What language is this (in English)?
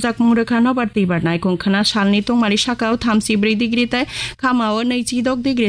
Kok Borok